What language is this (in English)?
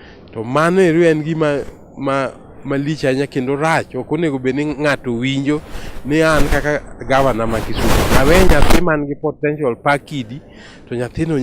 Luo (Kenya and Tanzania)